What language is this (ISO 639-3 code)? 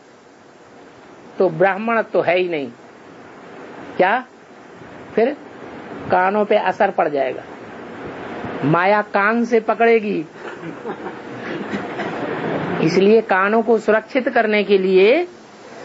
hin